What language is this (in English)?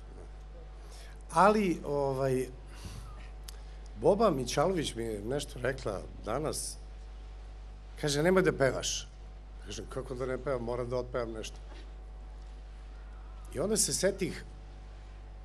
Serbian